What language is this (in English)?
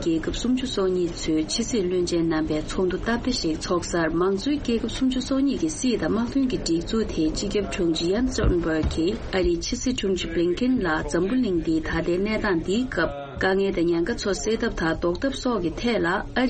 Tibetan